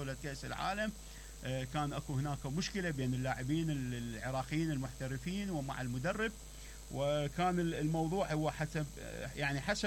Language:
Mesopotamian Arabic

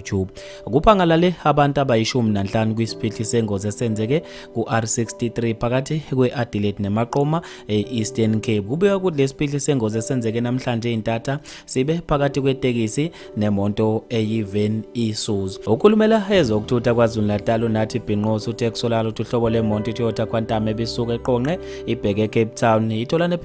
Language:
Zulu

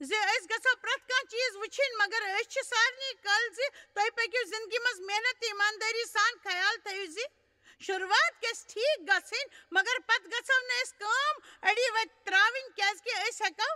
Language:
Kashmiri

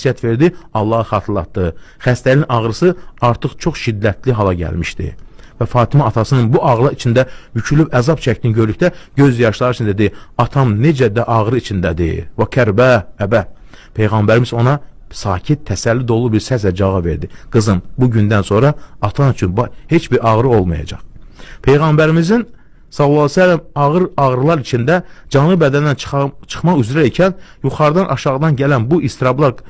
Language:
Azerbaijani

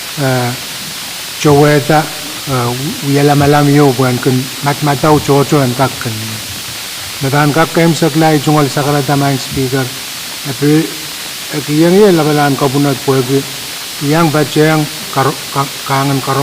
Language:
Pohnpeian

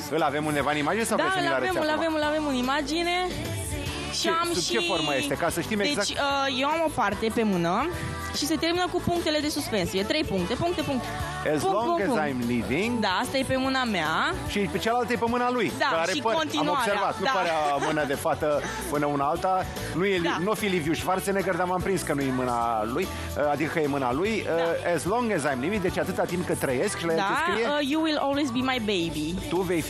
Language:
Romanian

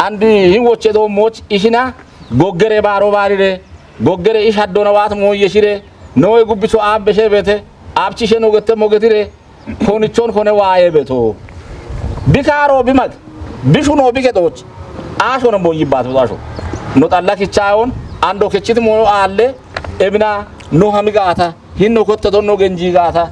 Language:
Kafa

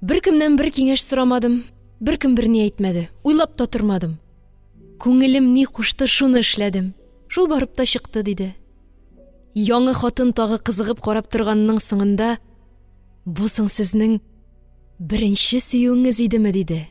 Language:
Tatar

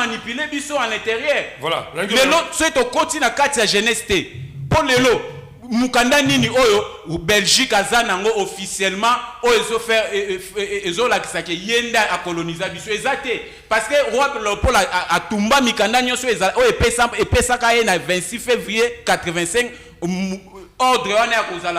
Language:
Lingala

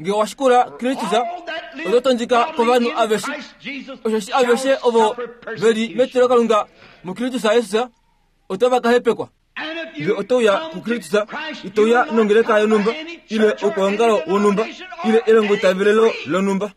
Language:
Kuanyama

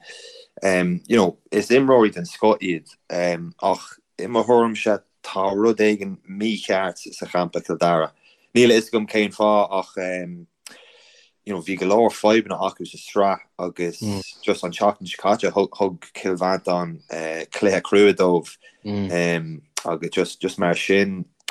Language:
Irish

